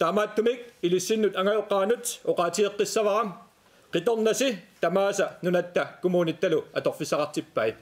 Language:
Kalaallisut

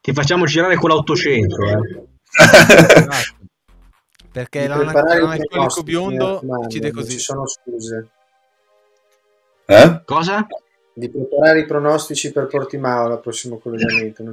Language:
Italian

